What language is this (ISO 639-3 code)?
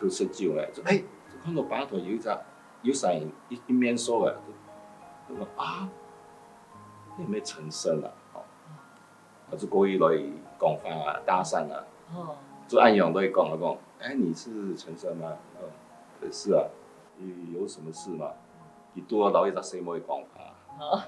hak